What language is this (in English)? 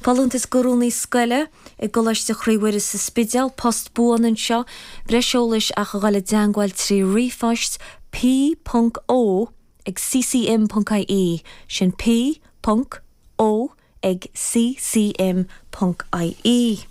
Irish